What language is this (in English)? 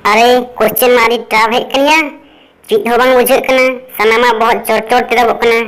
Santali